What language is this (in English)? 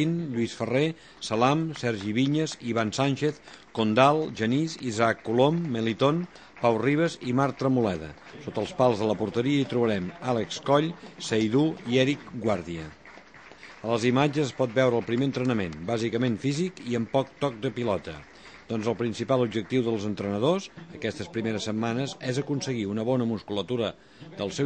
Catalan